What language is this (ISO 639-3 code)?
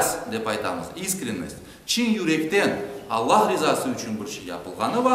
crh